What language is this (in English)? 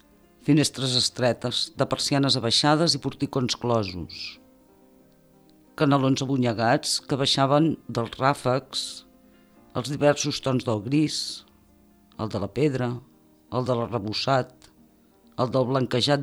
Catalan